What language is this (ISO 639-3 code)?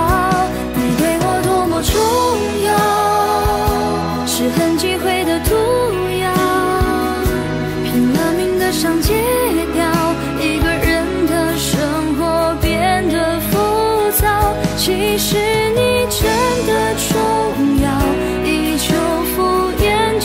zho